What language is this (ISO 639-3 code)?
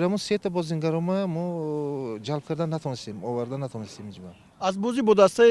tgk